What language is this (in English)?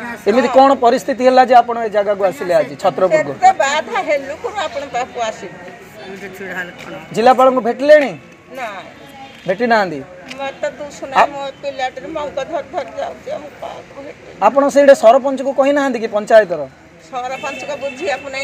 Odia